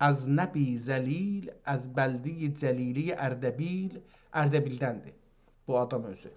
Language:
South Azerbaijani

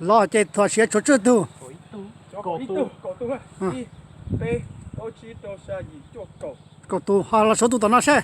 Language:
Hmong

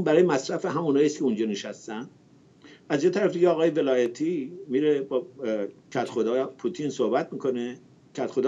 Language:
Persian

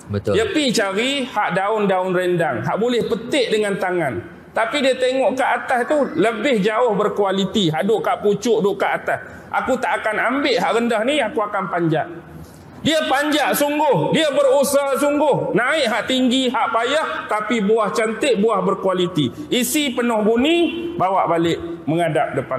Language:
Malay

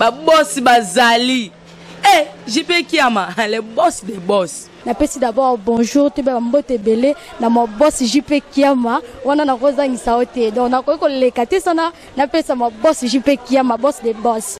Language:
Lingala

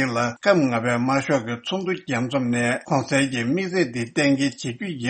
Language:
Tibetan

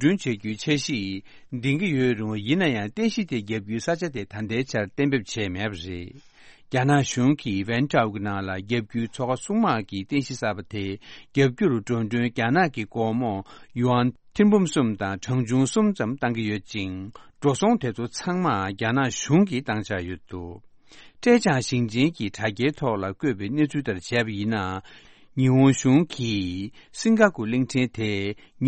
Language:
Tibetan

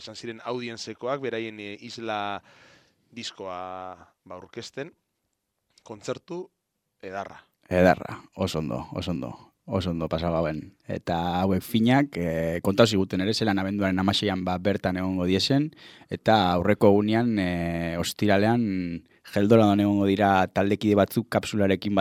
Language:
Basque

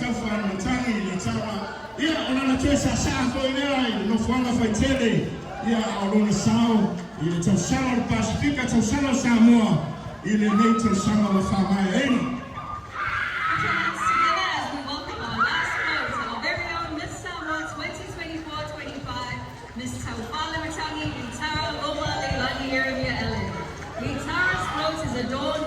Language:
Samoan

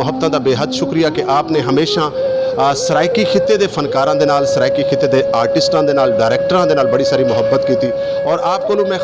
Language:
Saraiki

